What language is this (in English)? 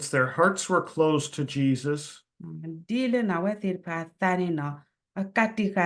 S'gaw Karen